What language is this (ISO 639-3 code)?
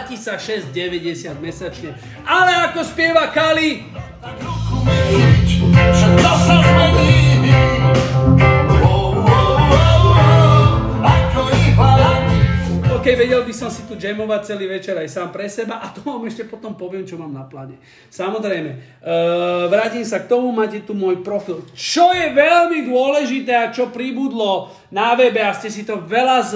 slk